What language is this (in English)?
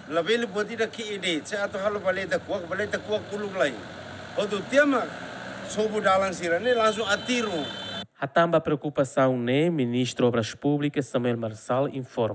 Tetum